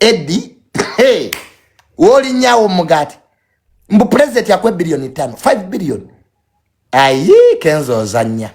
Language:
Ganda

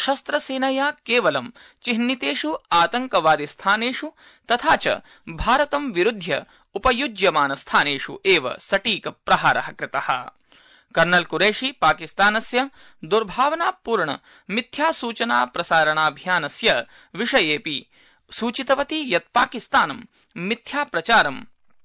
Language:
Sanskrit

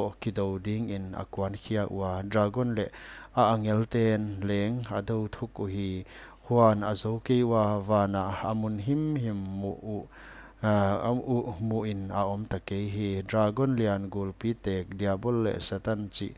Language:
Paite Chin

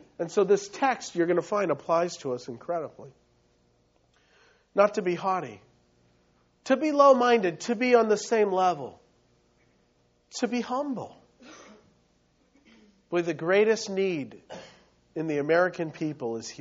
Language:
English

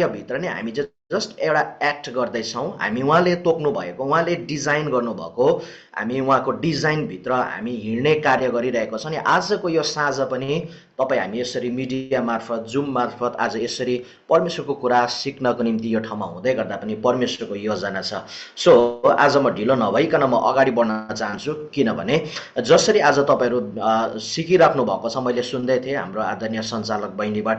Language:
Nepali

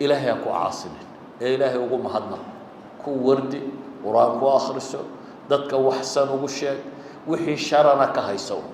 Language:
Somali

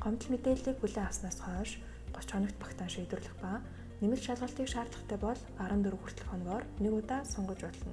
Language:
Mongolian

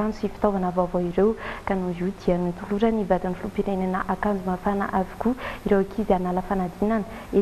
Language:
Malagasy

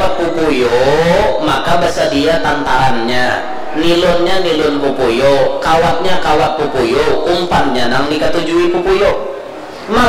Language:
Banjar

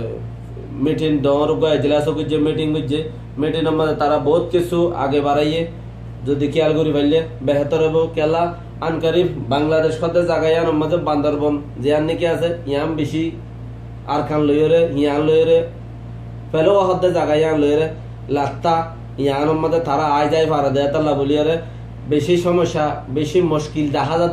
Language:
Rohingya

